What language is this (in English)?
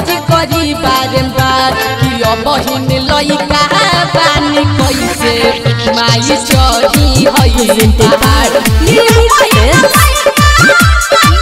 Bhojpuri